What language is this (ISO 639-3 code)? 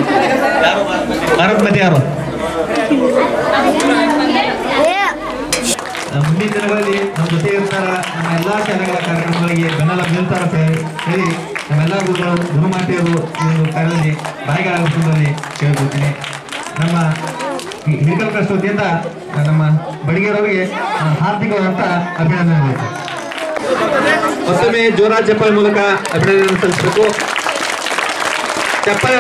kan